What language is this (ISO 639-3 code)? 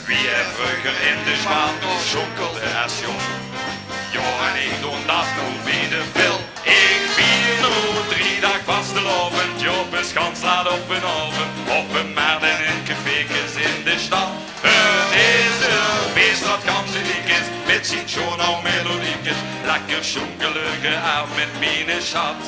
lim